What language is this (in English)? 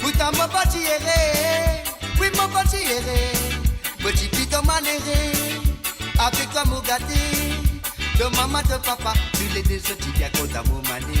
Morisyen